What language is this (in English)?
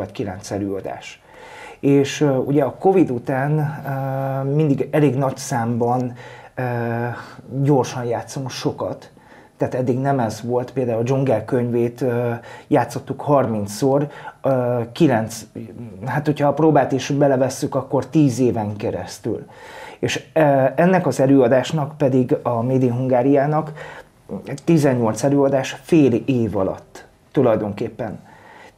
Hungarian